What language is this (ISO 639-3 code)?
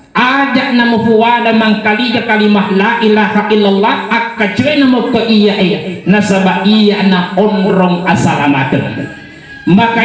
bug